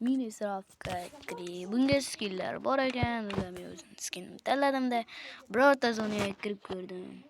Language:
Uzbek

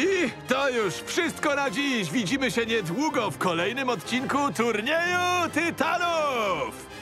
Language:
Polish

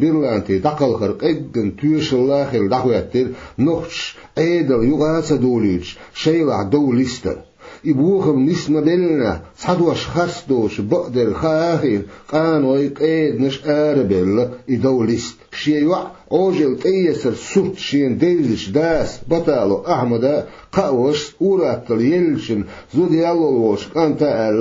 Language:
Chechen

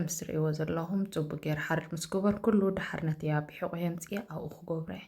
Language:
Tigrinya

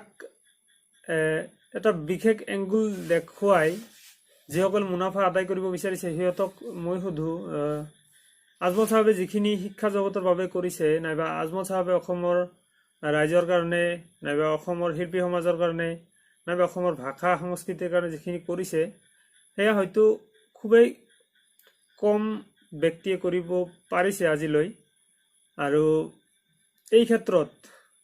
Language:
Assamese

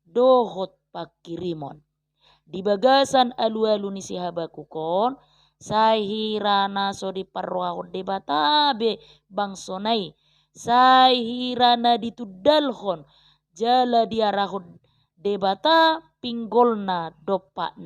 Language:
Batak Toba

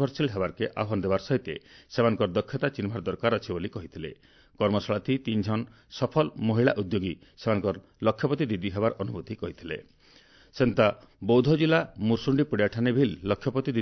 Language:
Odia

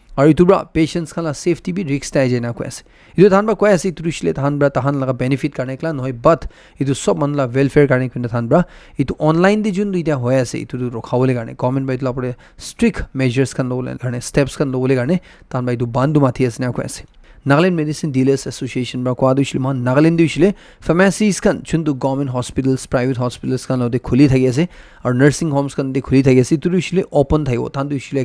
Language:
Naga Pidgin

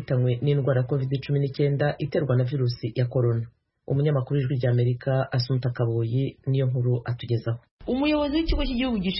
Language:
Kinyarwanda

